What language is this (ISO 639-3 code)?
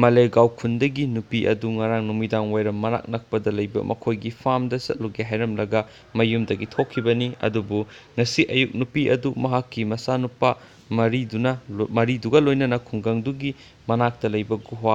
mni